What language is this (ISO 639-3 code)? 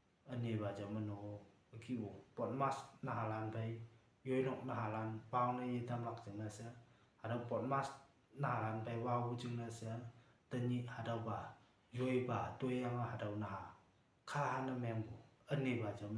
nbe